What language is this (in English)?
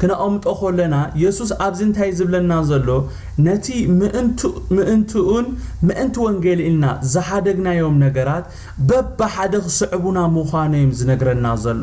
Tigrinya